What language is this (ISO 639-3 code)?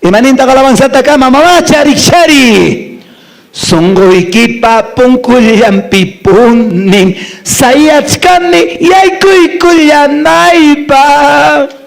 que